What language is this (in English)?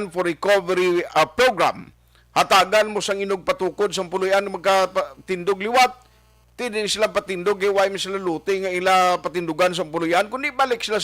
Hiligaynon